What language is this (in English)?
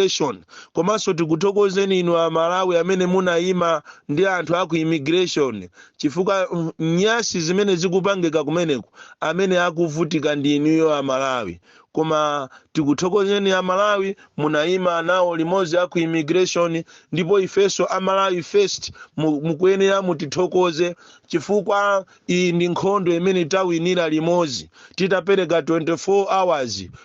Nyanja